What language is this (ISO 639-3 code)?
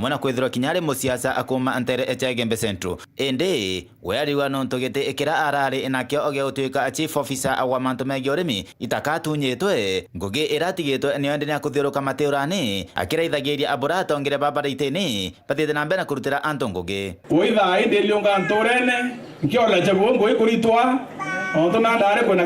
mer